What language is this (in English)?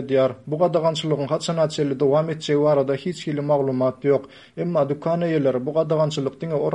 Turkmen